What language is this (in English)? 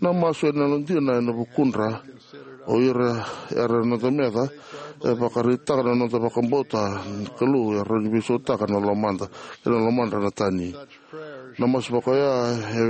Fijian